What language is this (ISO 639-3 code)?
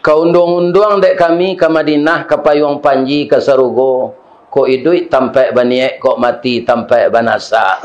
min